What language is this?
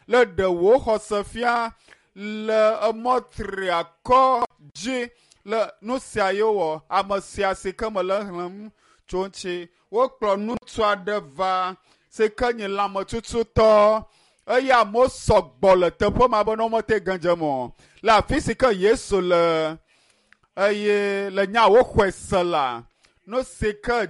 Ewe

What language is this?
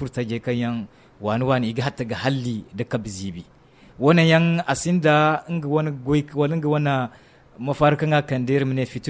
Zarma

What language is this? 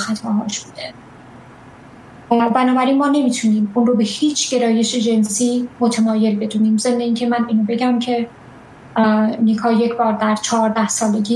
Persian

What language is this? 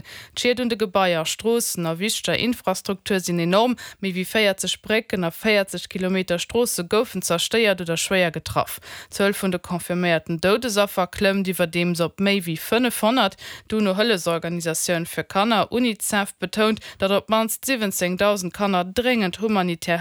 Luxembourgish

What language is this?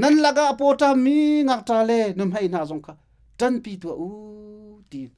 Hakha Chin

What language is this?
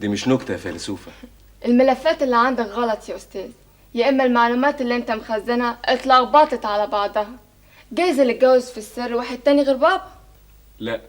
Egyptian Arabic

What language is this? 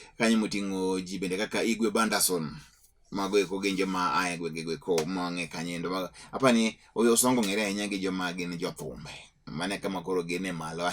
Luo (Kenya and Tanzania)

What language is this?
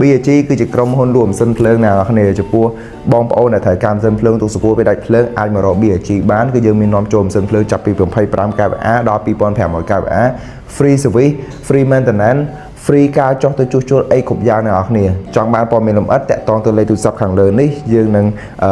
Khmer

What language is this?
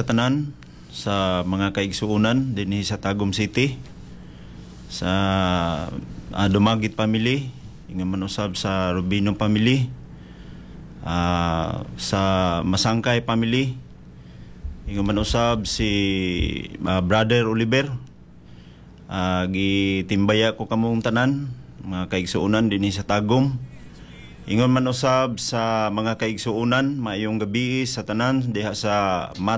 Cebuano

